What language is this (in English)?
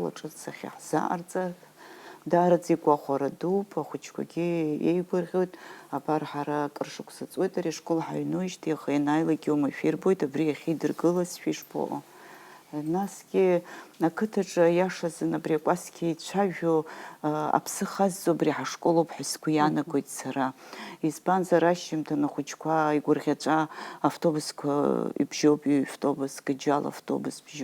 Abkhazian